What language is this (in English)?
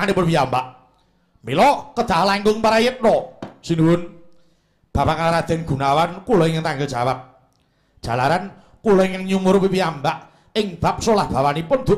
Javanese